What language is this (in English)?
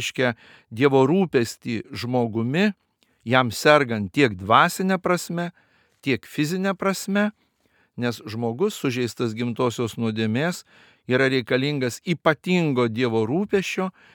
Lithuanian